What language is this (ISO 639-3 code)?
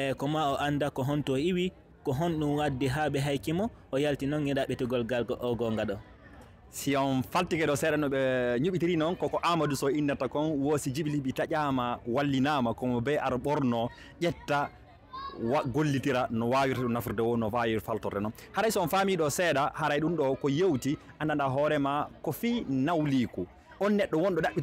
ful